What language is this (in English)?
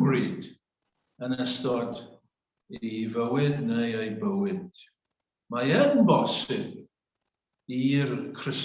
Welsh